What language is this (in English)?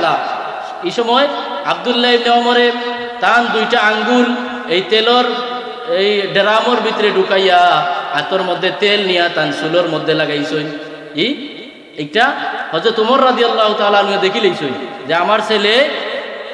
Sylheti